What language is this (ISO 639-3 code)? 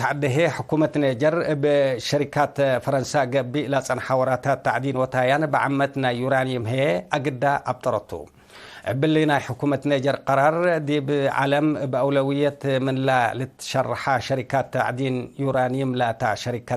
tig